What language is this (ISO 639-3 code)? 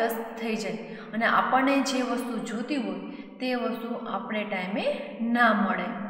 guj